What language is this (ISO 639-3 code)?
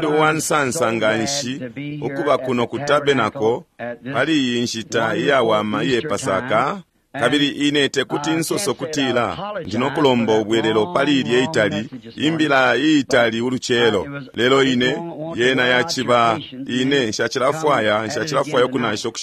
bem